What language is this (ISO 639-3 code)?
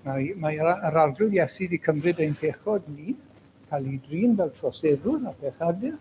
cym